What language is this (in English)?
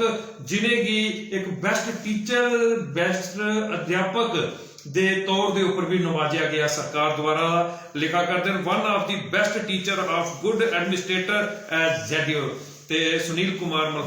Dogri